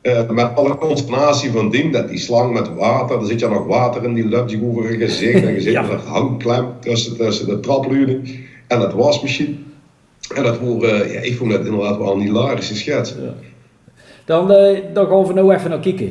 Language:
Limburgish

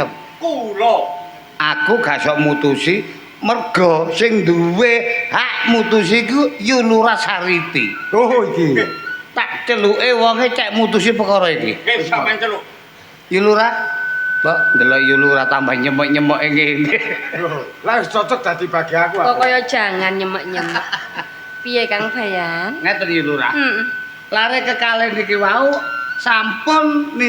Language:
Javanese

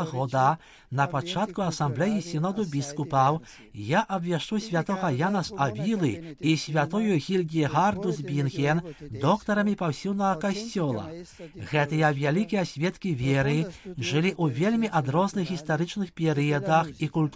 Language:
Belarusian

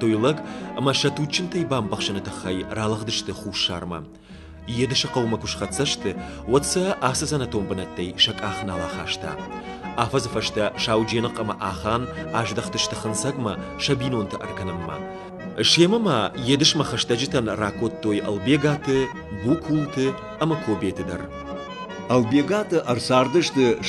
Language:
Ossetic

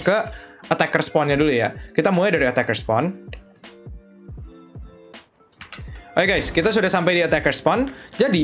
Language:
Indonesian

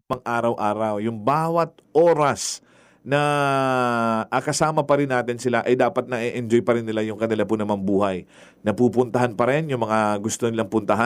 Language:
Filipino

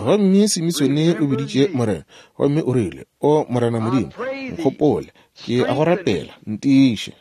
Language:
Northern Sotho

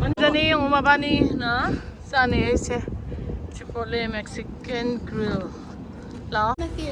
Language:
Manipuri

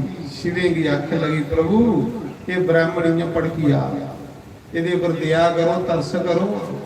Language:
Dogri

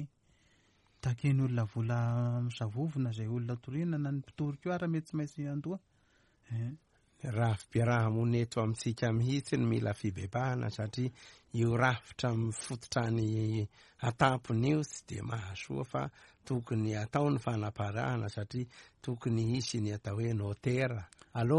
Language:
Malagasy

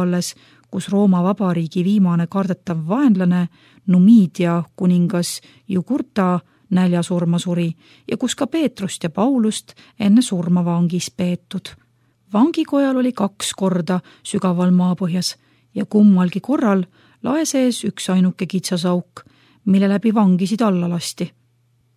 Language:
Estonian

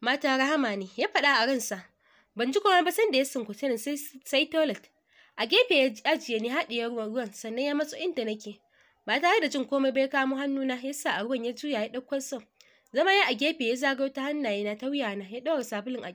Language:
Hausa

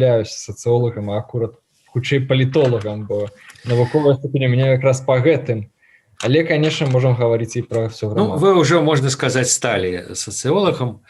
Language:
Belarusian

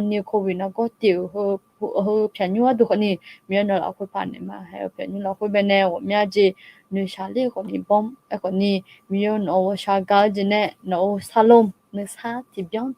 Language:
Akha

